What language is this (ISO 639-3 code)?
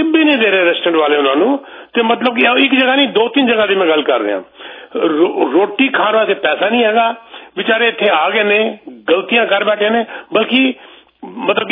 pan